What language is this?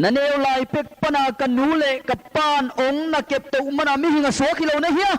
Tedim Chin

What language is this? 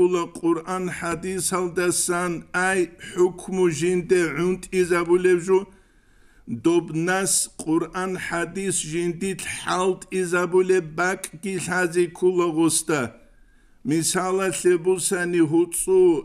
Avaric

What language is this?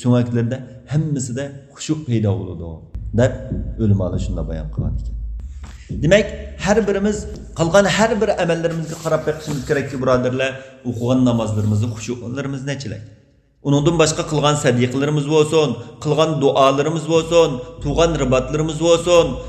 Uyghur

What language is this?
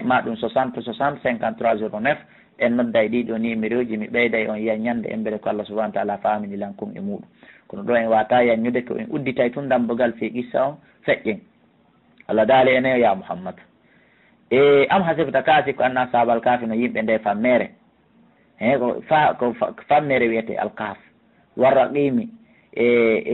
Fula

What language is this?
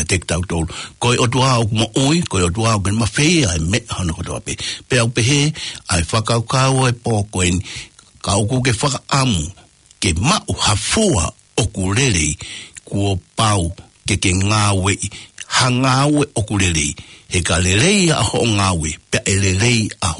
Tongan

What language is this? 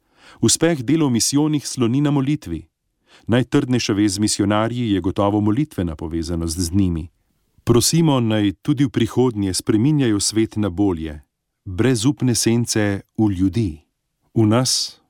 Slovenian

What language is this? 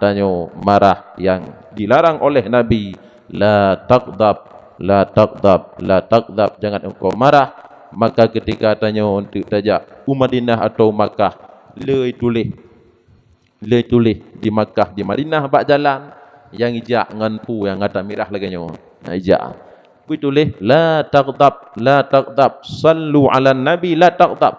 Achinese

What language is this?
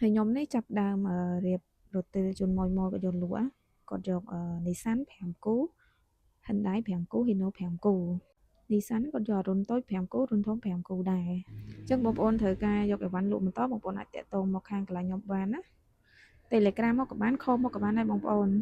Khmer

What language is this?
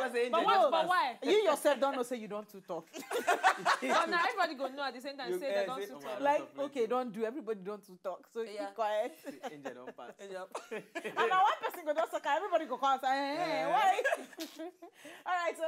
Nigerian Pidgin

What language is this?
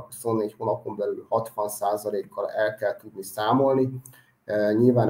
Hungarian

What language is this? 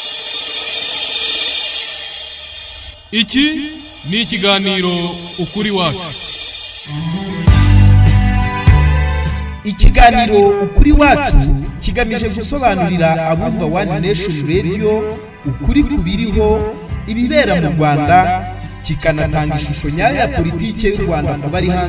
Kinyarwanda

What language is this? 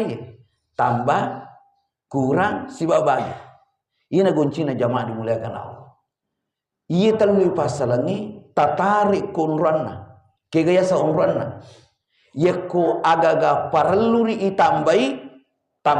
Buginese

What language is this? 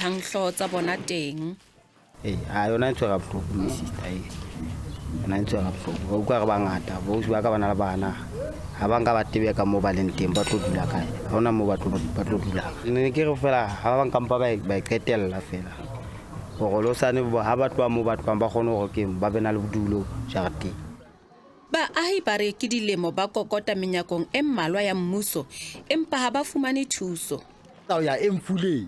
Southern Sotho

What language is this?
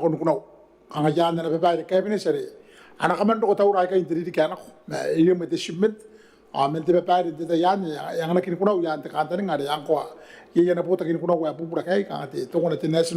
Gilbertese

